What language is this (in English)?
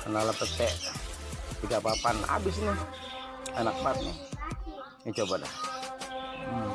Betawi